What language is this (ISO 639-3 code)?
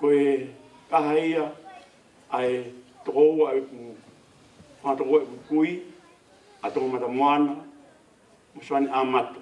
ton